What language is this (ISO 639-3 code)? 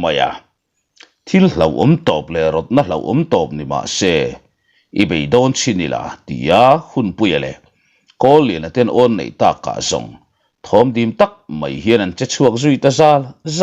lus